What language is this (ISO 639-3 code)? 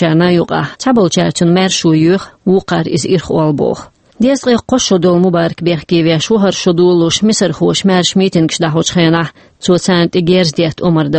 che